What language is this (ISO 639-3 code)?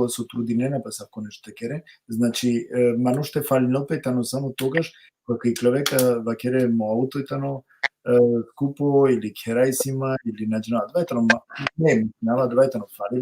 rmn